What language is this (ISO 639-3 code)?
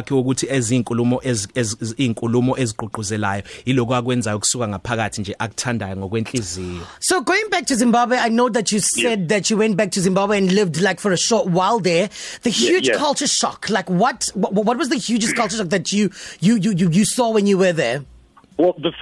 eng